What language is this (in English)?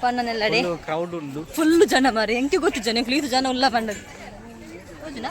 Tulu